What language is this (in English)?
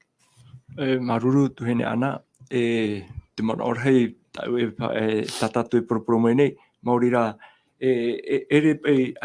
Tahitian